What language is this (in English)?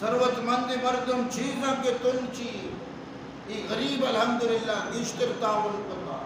Baluchi